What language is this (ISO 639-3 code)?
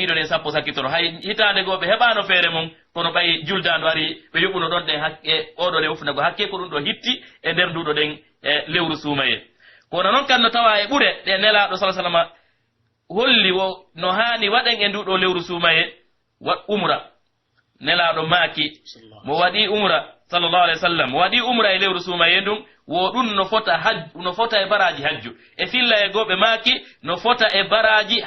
fuf